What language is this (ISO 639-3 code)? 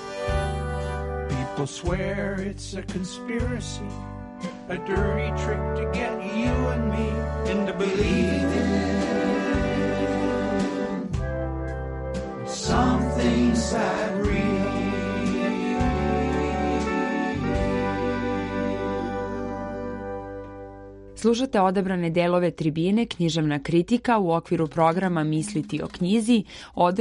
srp